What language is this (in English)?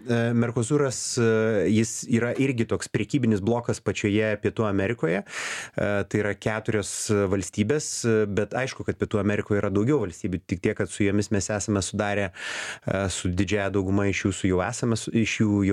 Lithuanian